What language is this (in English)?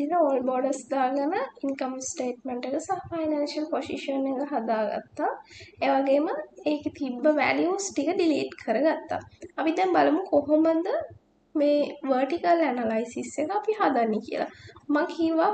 Sinhala